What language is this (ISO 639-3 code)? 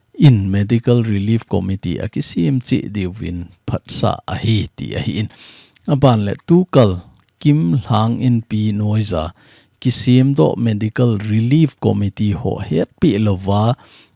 tcz